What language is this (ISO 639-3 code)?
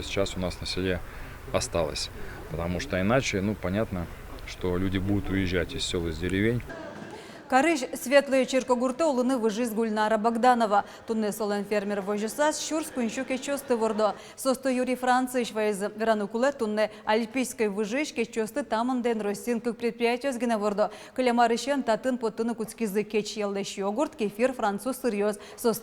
udm